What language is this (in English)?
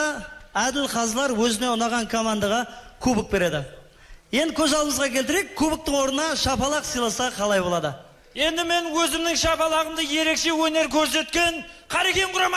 Kara-Kalpak